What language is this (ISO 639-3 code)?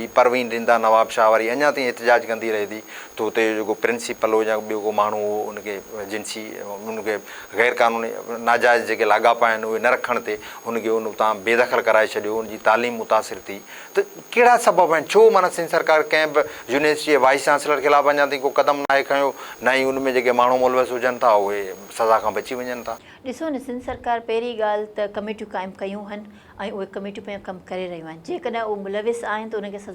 snd